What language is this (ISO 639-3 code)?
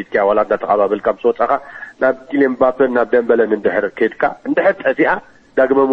tir